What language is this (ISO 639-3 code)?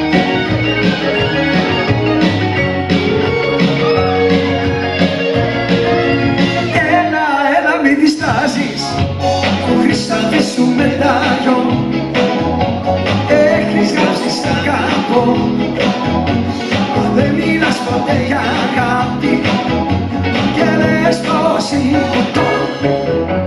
ell